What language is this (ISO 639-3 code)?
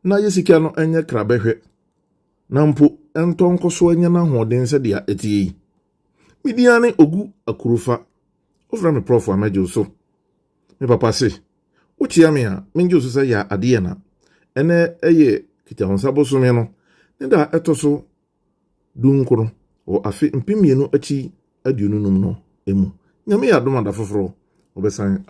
aka